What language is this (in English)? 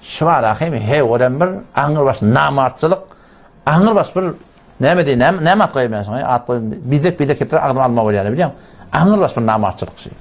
Turkmen